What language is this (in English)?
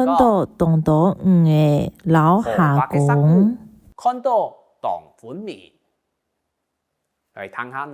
Hakka Chinese